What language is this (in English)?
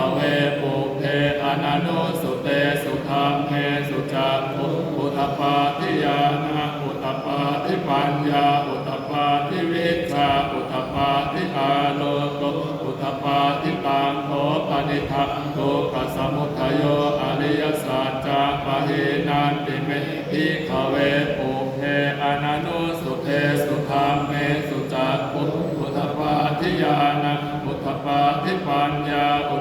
Pali